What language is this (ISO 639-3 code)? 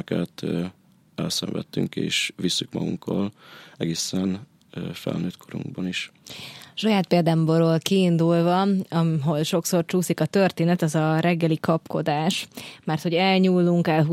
hun